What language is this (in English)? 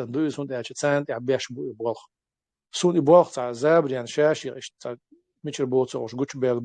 Chechen